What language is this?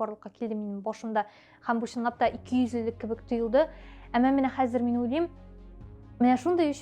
Tatar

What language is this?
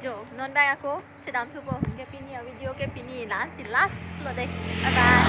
Karbi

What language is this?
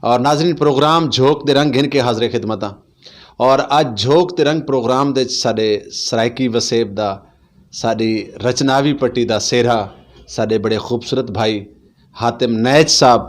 Saraiki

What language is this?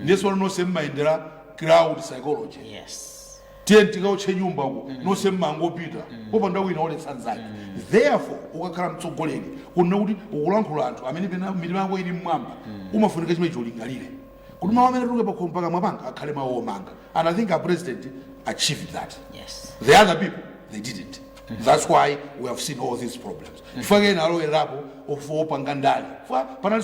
Nyanja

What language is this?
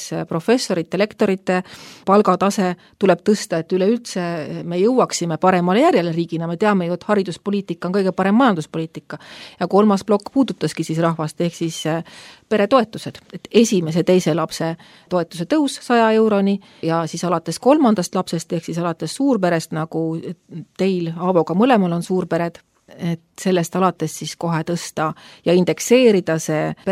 Estonian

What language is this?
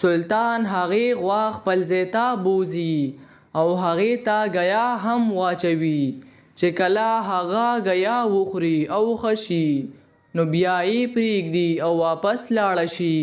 Pashto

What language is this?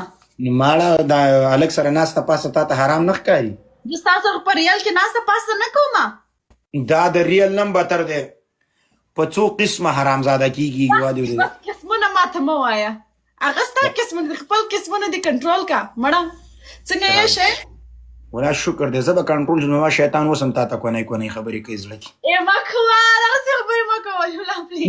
Pashto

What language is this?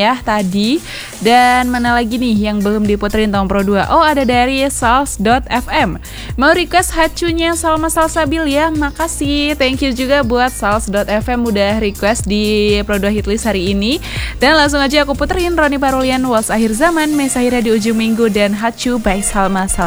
Indonesian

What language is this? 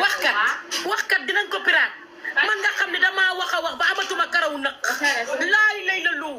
Wolof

